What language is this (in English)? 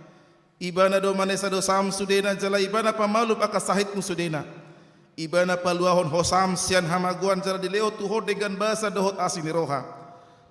Batak Toba